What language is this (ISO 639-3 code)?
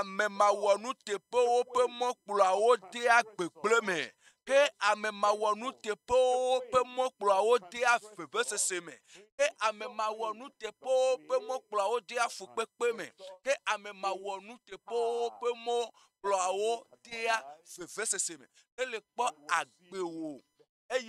ewe